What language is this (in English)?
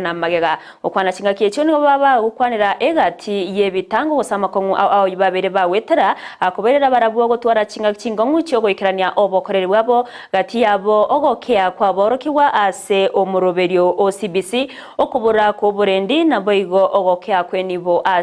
Gusii